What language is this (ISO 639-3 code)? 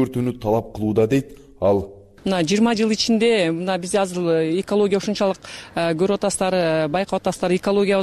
kir